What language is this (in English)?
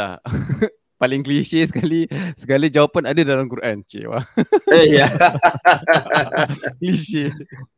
Malay